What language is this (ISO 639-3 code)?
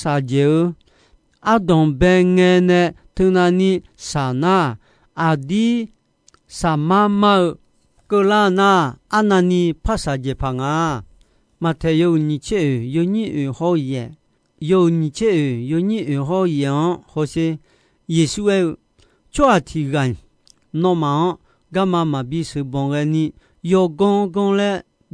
ahk